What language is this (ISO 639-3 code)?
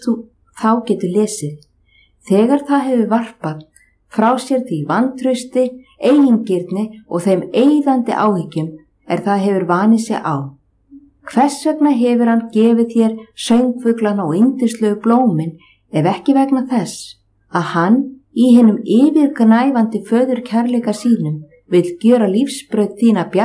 isl